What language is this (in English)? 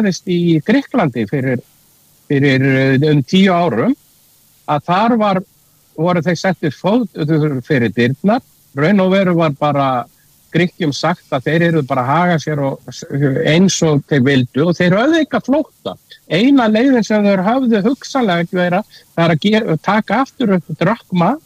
Icelandic